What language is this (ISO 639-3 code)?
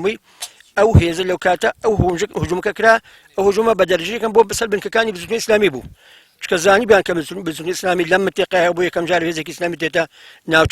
ckb